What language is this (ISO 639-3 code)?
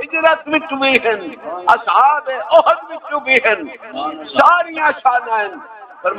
skr